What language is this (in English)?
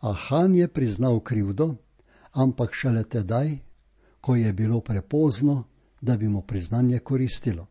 Slovenian